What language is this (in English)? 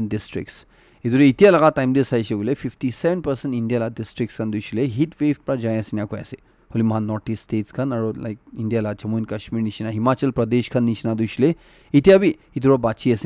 Naga Pidgin